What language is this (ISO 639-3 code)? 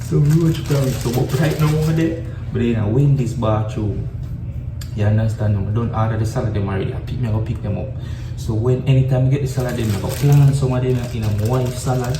jam